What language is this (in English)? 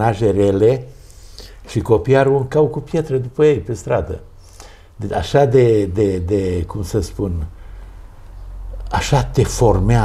Romanian